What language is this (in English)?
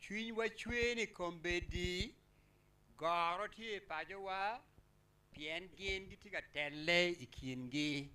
Acoli